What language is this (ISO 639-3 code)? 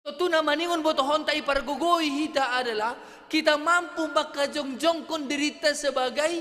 bts